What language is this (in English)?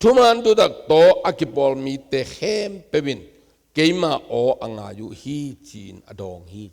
Tedim Chin